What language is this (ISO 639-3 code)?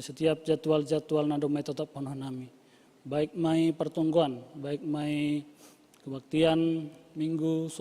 bts